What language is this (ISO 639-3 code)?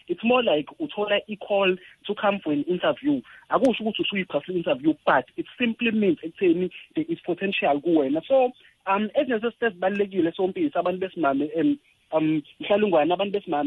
nbl